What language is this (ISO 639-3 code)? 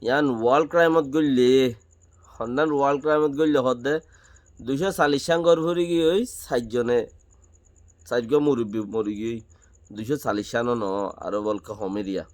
rhg